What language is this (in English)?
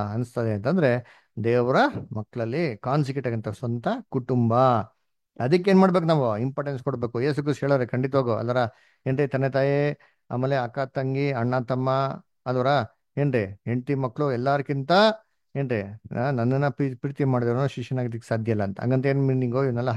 Kannada